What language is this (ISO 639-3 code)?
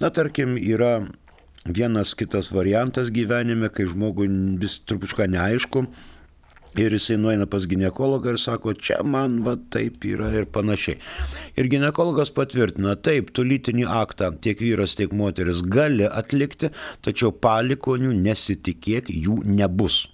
lit